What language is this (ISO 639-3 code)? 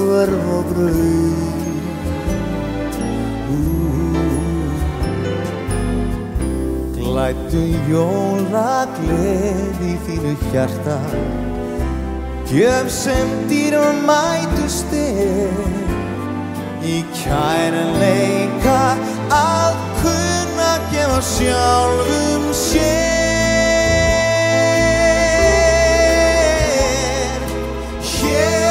isl